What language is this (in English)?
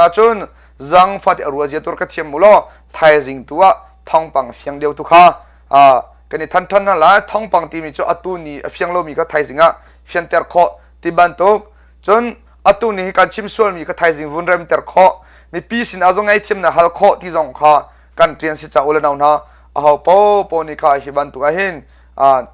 Hakha Chin